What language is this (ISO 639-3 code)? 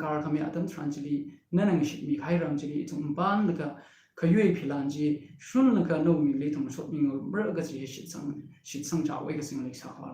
nmf